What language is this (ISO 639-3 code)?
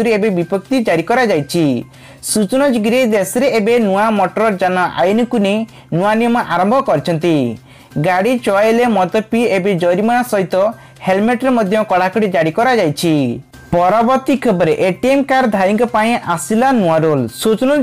ori